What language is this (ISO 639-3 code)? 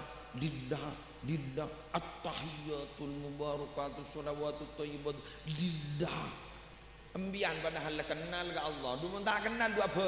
mad